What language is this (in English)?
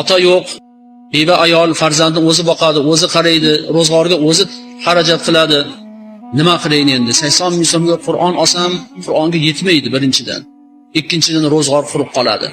Uzbek